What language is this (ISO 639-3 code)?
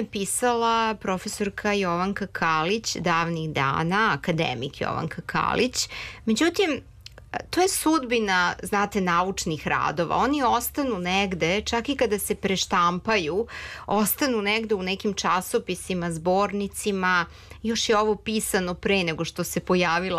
srp